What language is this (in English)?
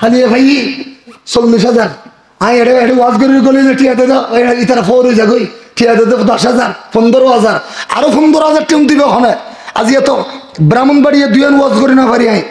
Rohingya